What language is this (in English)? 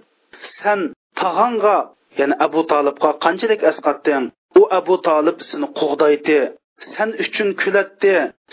Uyghur